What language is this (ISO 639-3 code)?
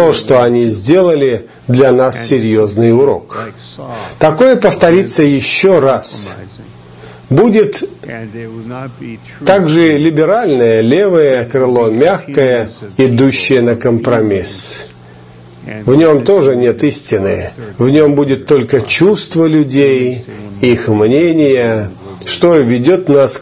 rus